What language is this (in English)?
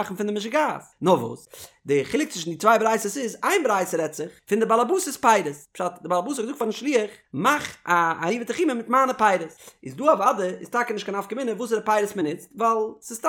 Yiddish